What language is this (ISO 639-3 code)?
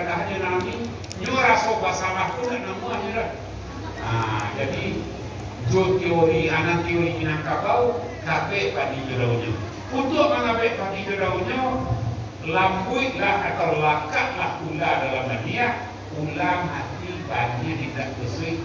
min